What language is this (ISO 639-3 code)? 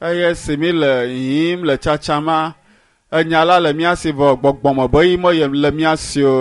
ewe